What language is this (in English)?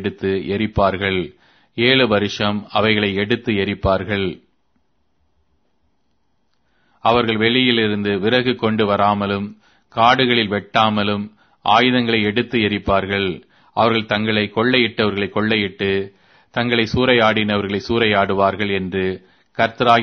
Tamil